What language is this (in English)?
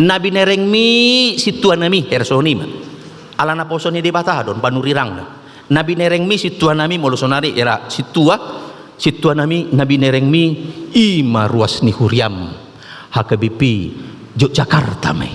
Batak Toba